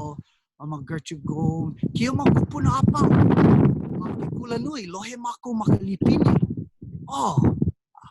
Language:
Hawaiian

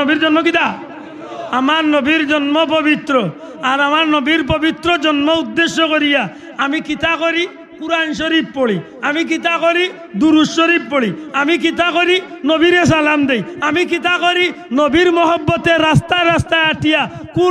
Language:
Sylheti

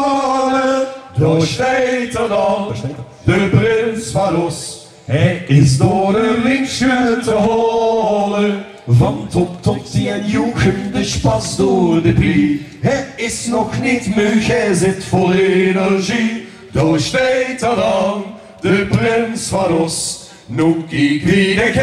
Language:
Limburgish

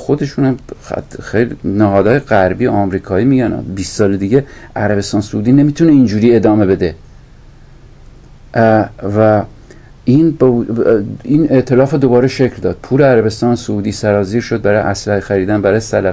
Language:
Persian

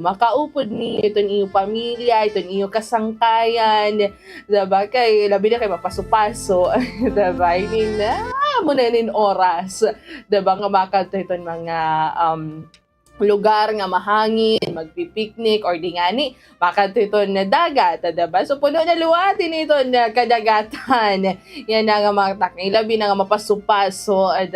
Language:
Waray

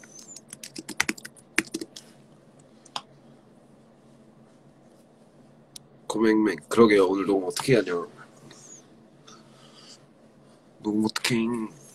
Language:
Korean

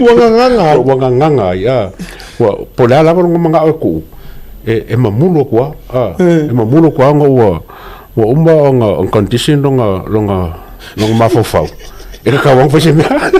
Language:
Samoan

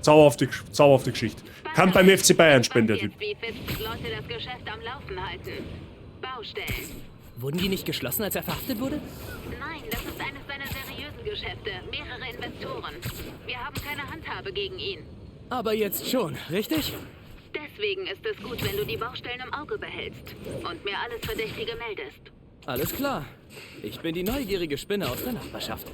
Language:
Bavarian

